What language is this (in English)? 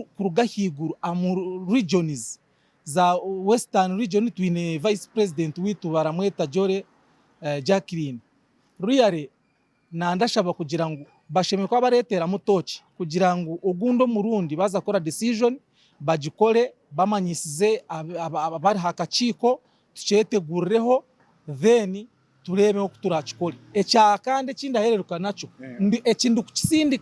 Nyankole